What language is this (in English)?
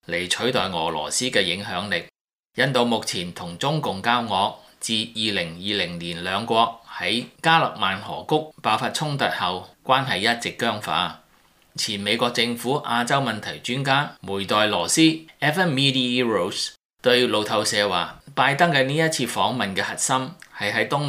Cantonese